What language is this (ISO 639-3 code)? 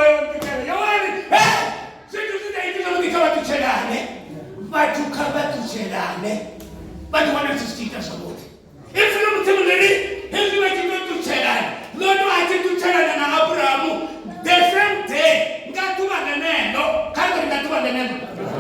ven